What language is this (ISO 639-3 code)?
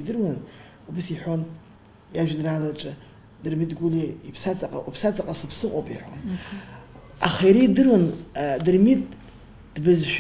abk